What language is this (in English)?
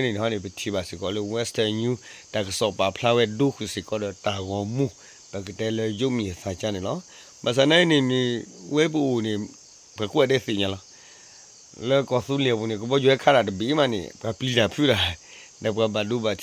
S'gaw Karen